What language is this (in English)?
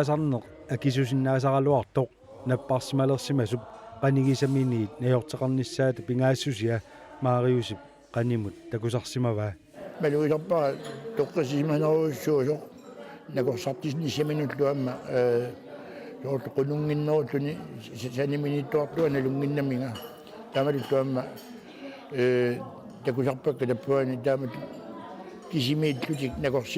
Kalaallisut